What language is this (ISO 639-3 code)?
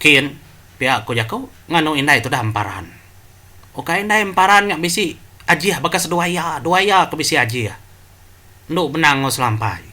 iba